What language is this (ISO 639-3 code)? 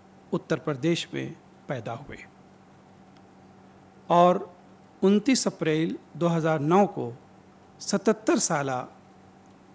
urd